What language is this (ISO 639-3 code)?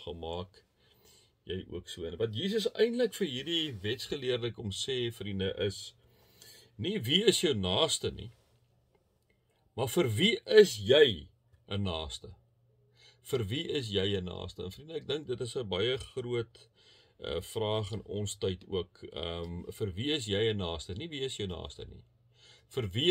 afr